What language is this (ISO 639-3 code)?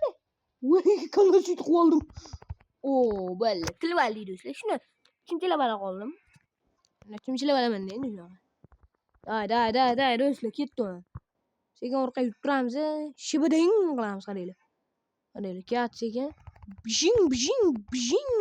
uzb